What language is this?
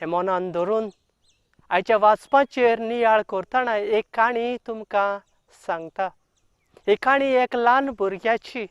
Konkani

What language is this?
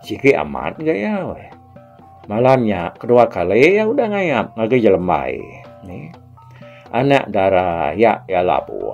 Iban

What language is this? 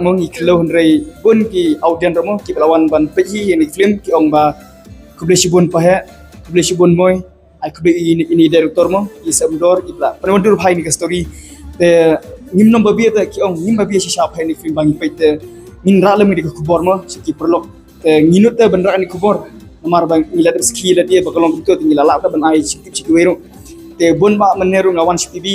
Khasi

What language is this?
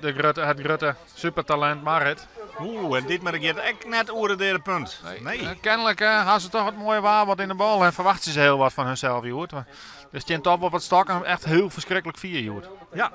Western Frisian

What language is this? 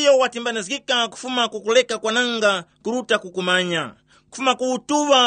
Tumbuka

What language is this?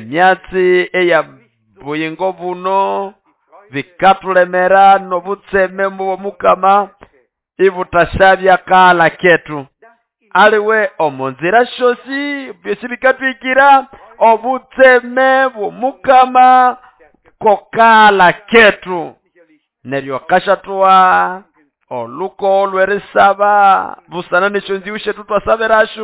Nande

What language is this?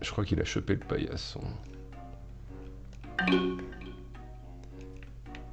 French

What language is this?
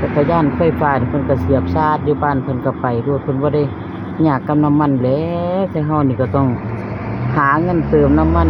Northeastern Thai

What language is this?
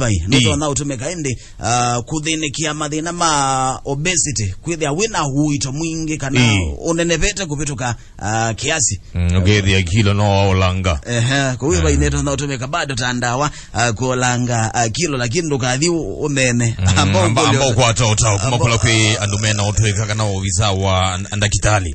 Kamba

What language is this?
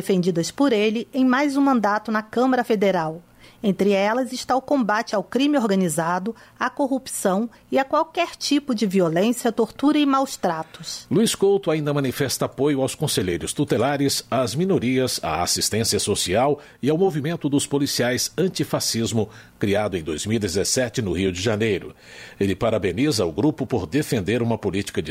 Portuguese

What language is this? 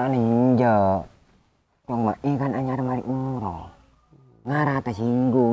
Madurese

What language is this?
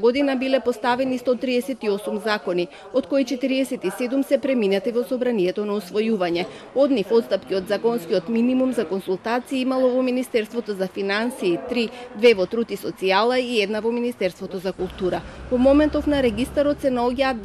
Macedonian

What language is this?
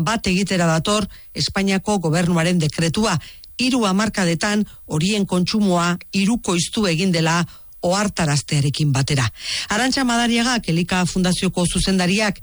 Basque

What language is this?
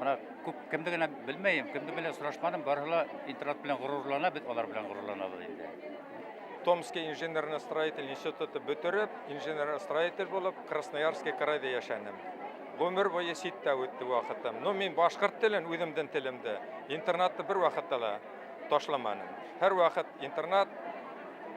Bashkir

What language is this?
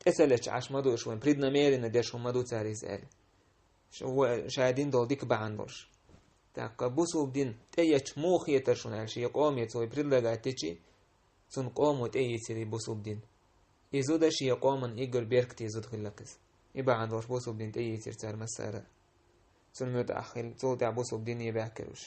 Chechen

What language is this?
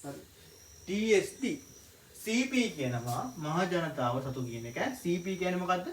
Sinhala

